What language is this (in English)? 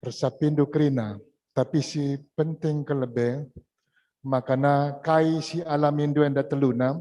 Batak Karo